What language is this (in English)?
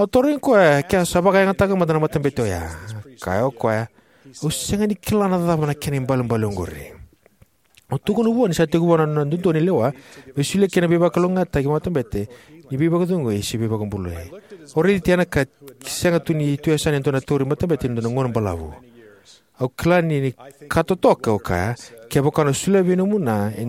Fijian